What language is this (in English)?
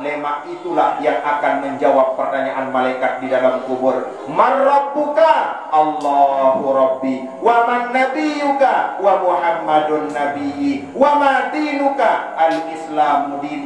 Sasak